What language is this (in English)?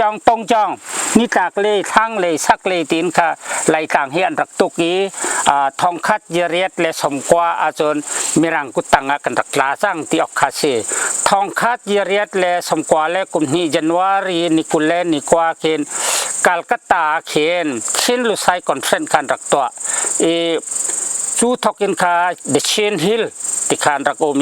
Hakha Chin